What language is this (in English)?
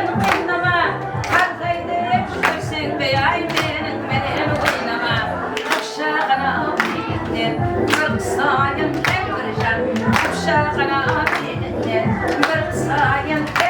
Kara-Kalpak